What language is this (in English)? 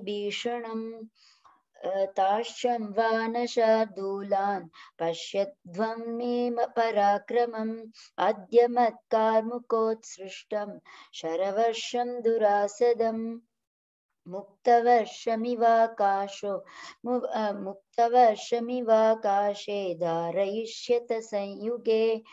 Sanskrit